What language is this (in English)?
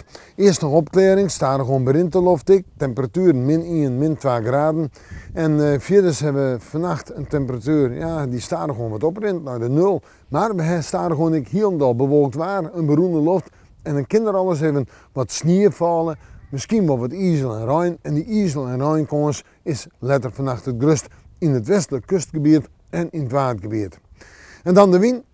Western Frisian